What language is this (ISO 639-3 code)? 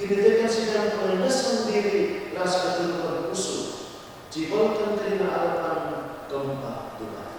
btx